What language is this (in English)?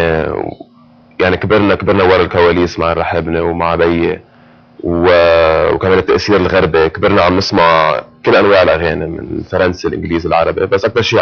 North Levantine Arabic